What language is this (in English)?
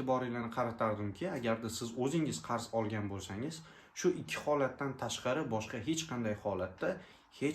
Uzbek